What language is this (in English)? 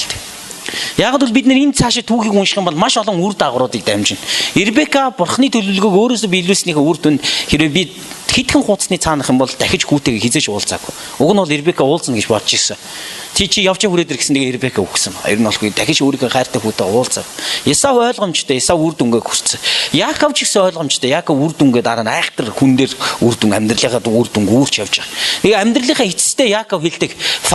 Mongolian